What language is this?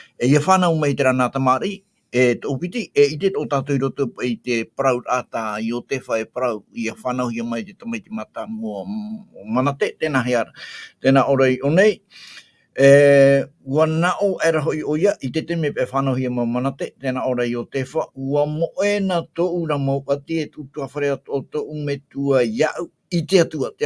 Tahitian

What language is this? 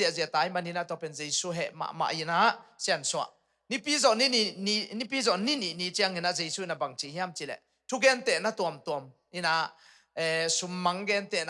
Tedim Chin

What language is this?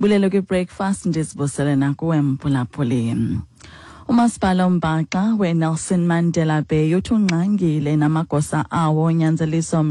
Xhosa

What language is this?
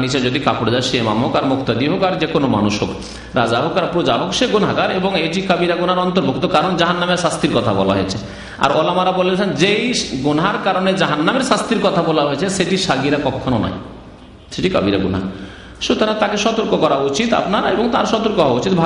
Bangla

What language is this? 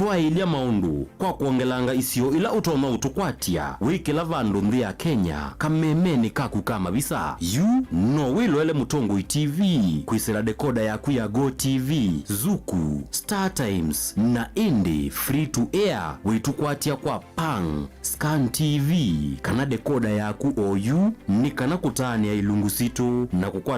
Kamba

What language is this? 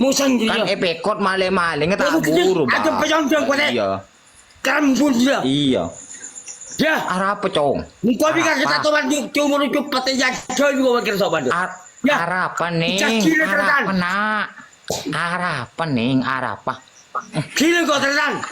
Madurese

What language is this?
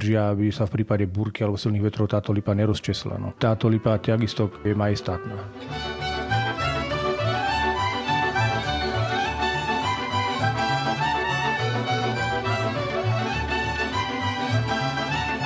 Slovak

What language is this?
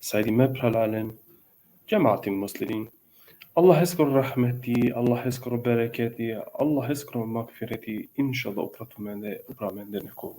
Balkan Romani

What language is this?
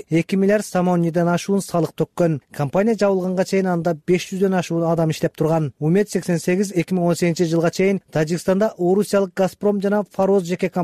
Kyrgyz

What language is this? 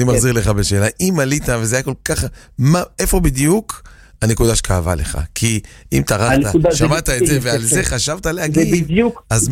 Hebrew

